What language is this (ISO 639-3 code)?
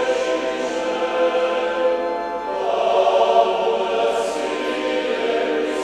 ron